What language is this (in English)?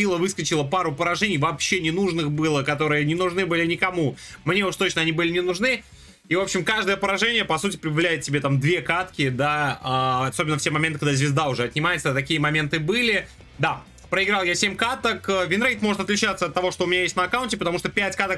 Russian